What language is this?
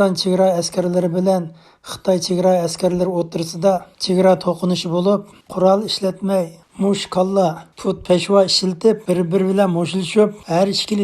Uyghur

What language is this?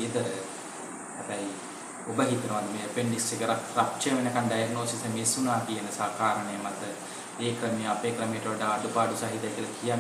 Sinhala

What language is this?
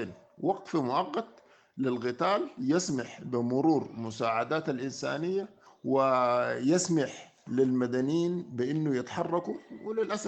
Sudanese Arabic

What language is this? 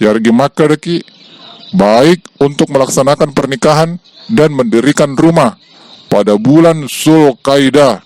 Buginese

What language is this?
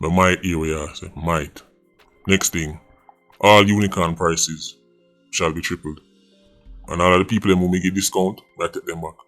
Jamaican Creole English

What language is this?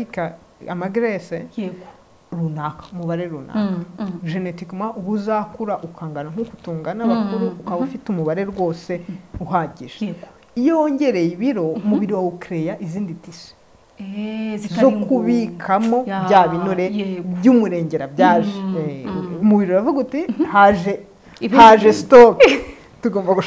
Kinyarwanda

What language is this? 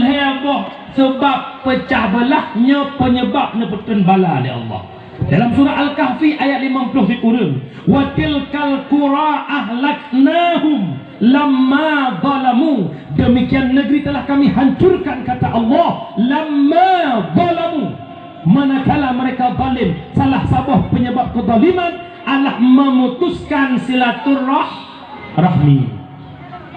Achinese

